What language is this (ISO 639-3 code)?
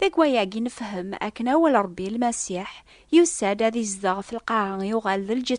kab